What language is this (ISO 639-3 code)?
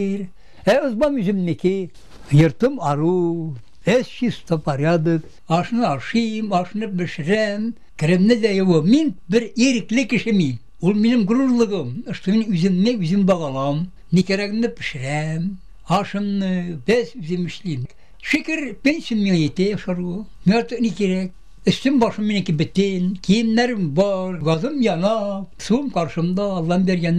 tat